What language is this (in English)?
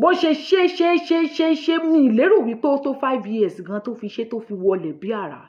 Yoruba